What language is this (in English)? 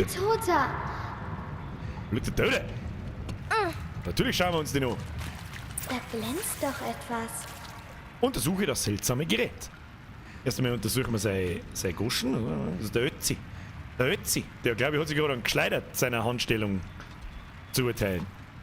Bavarian